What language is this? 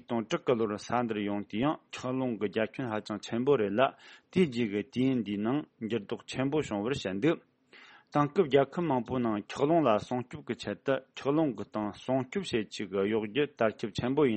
Tibetan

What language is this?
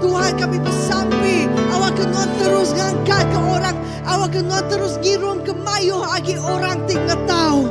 Iban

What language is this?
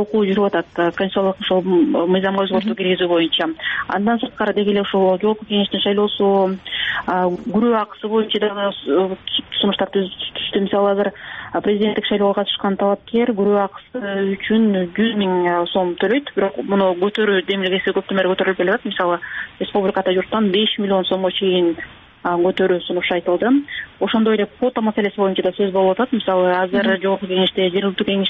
Kyrgyz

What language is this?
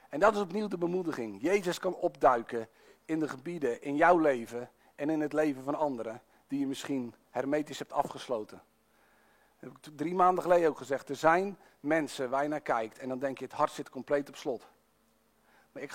Dutch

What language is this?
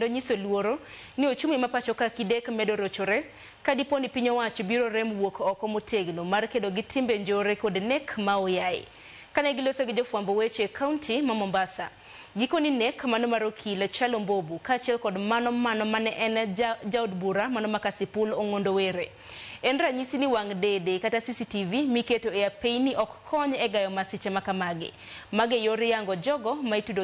Luo (Kenya and Tanzania)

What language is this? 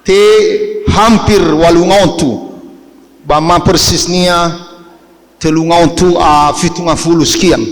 Nias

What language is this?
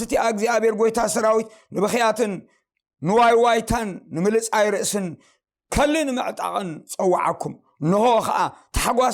Tigrinya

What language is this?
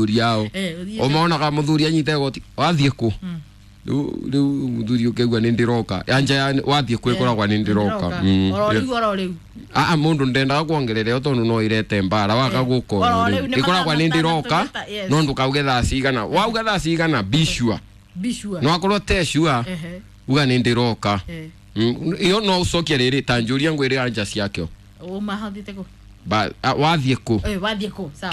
Kikuyu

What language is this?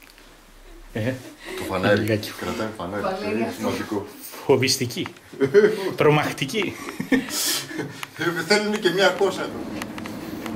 Greek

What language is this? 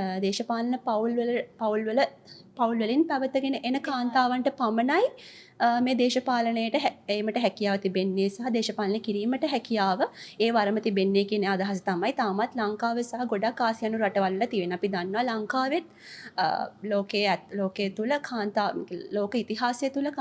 Sinhala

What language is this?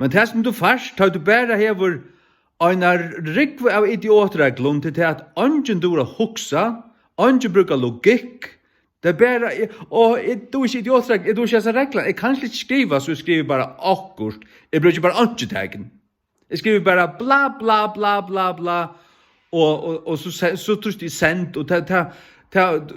Faroese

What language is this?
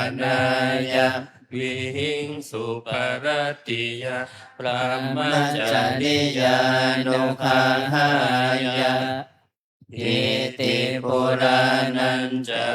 Pali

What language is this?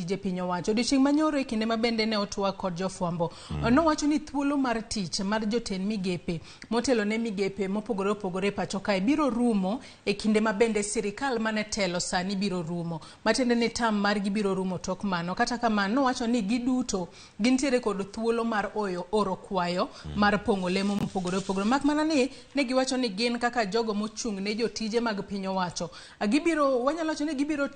Luo (Kenya and Tanzania)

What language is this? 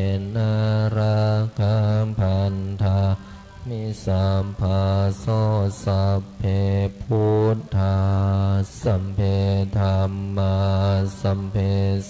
Pali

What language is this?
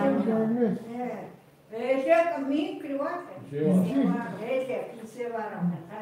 Chukot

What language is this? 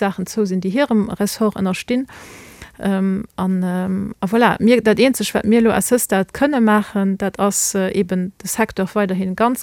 Luxembourgish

